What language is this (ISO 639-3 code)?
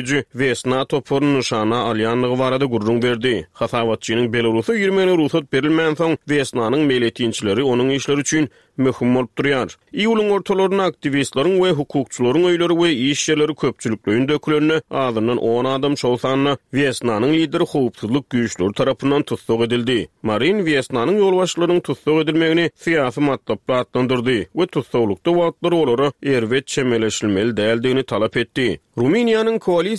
tuk